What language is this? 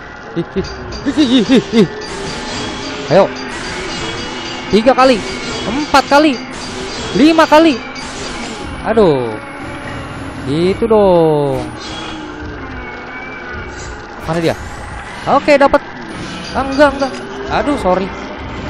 Indonesian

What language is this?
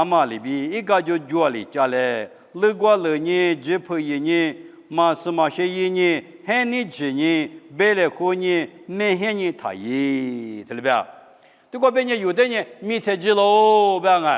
Lisu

